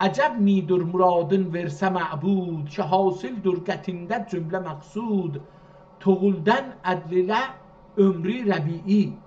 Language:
South Azerbaijani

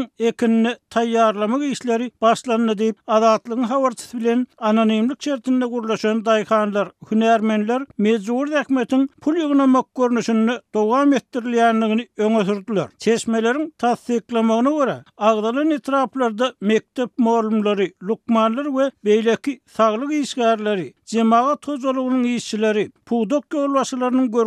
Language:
Turkmen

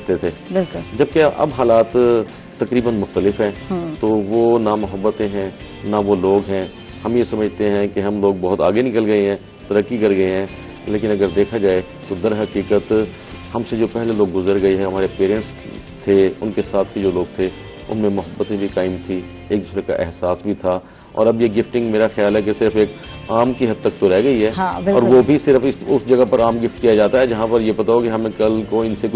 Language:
Urdu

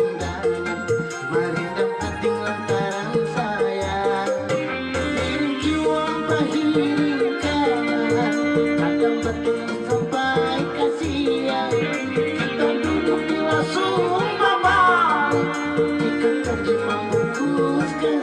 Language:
Banjar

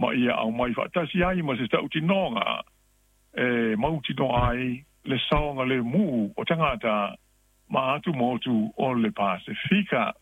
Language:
Samoan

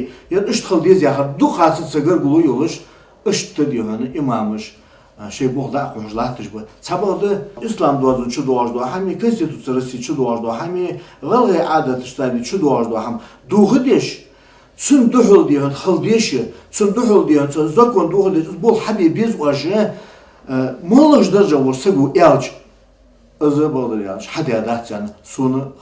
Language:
Ingush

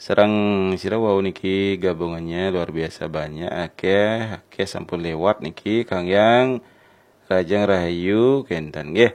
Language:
Balinese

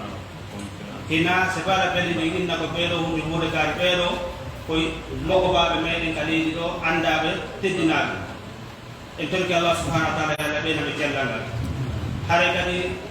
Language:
Pular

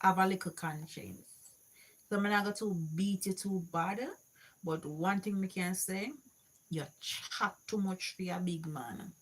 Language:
Jamaican Creole English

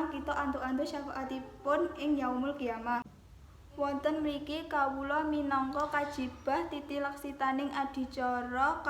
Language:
Javanese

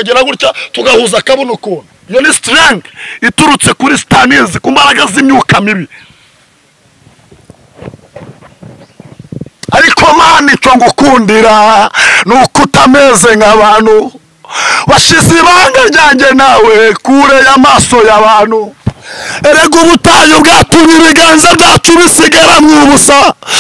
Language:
Kinyarwanda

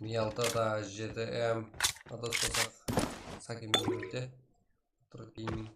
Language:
Kara-Kalpak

